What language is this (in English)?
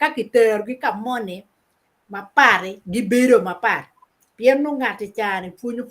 Acoli